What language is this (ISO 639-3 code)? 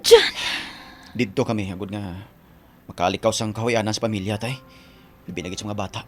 hil